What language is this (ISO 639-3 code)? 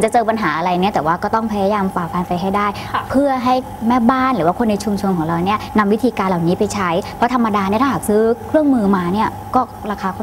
tha